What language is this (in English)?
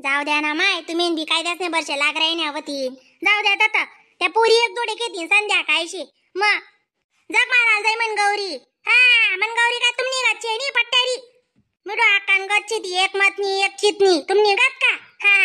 Khandesi